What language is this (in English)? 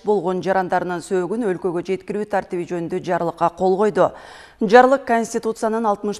Kyrgyz